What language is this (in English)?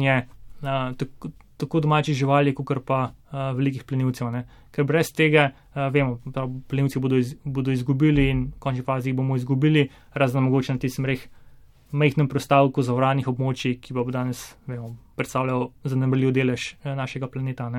Slovenian